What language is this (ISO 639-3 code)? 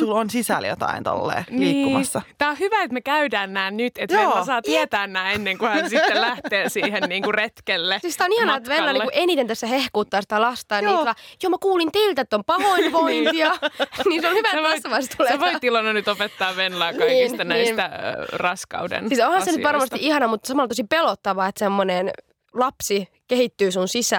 fin